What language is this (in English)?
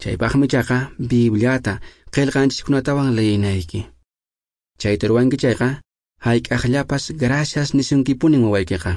Quechua